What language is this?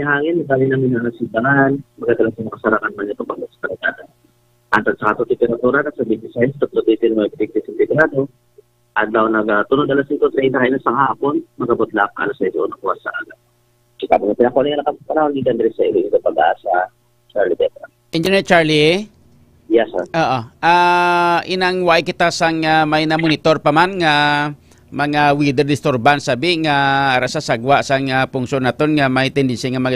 Hiligaynon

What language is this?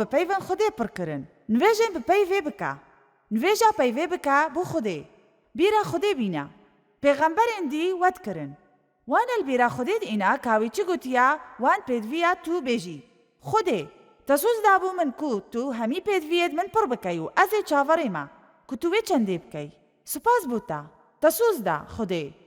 Kurdish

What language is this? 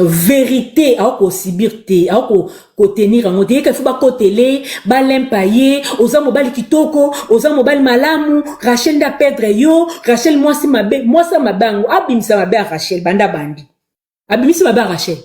Lingala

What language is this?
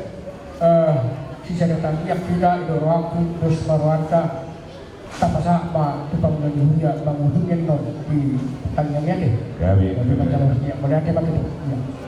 Batak Toba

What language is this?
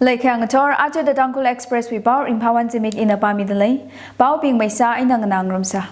Tangkhul Naga (India)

